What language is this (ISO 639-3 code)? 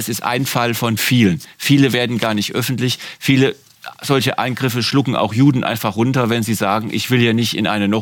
deu